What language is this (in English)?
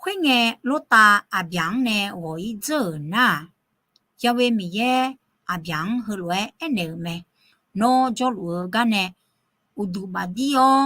Akha